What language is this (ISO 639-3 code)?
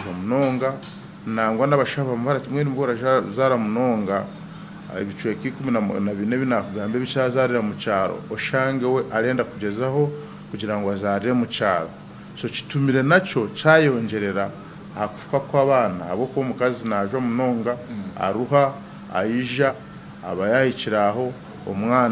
nyn